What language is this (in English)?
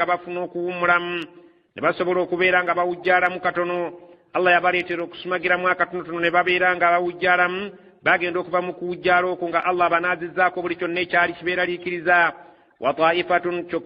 Ganda